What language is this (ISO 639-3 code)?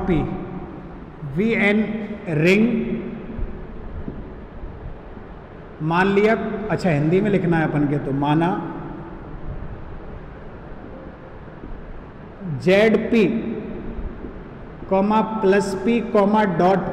hin